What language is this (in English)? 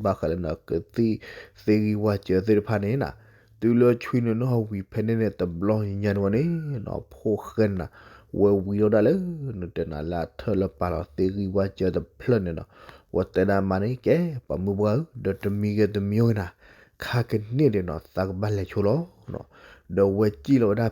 S'gaw Karen